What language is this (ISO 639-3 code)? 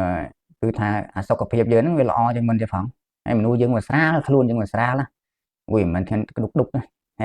khm